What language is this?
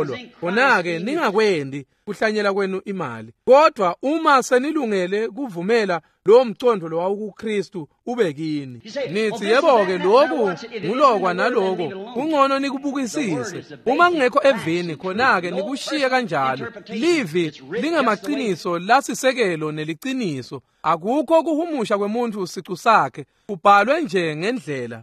Swati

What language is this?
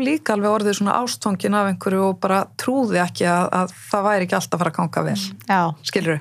Icelandic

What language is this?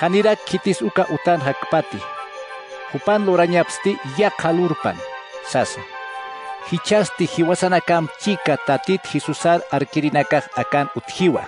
Aymara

